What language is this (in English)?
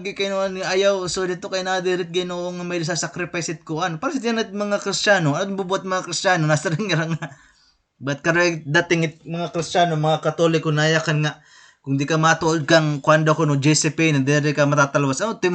Waray